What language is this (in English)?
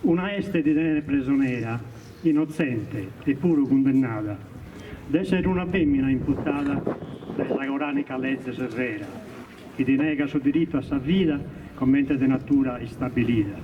Sardinian